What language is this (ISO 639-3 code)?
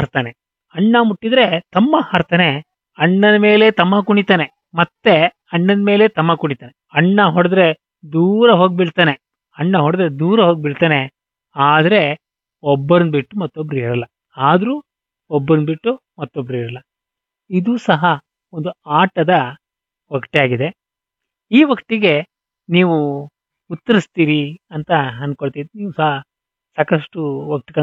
kan